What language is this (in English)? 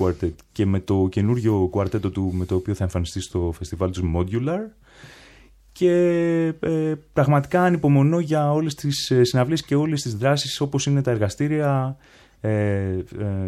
Greek